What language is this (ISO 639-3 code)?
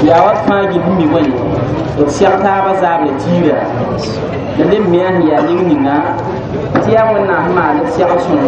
mos